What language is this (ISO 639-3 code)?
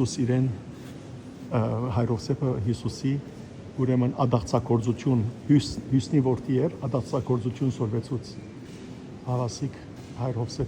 hyw